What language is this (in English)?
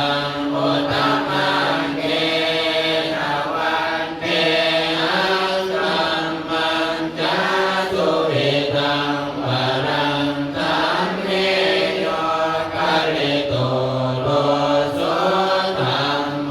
Pali